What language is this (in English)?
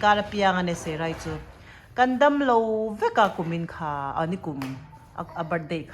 Mizo